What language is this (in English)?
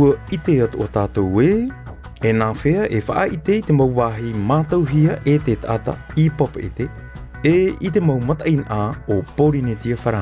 Tahitian